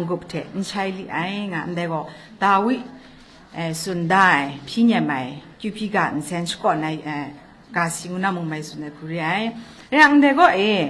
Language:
Kachin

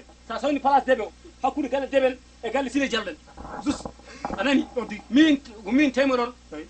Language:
Fula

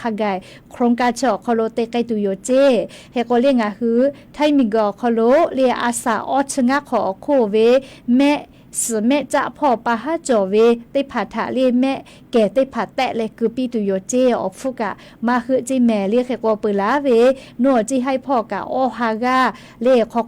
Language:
Lahu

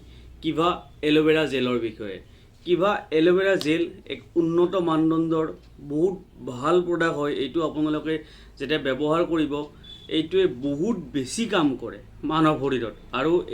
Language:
Assamese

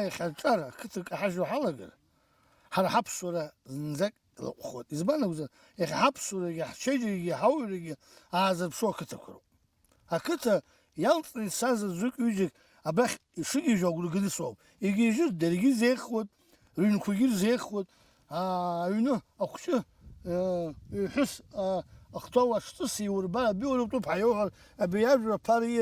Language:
Abkhazian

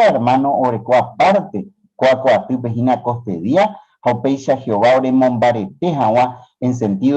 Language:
Guarani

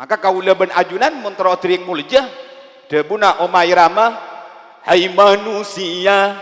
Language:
Madurese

